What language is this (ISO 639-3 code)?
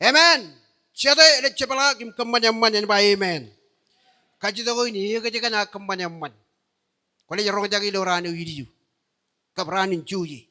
mah